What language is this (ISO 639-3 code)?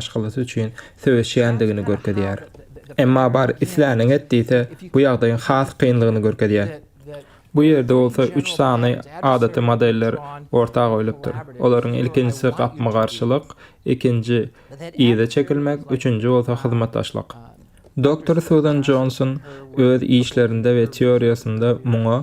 tuk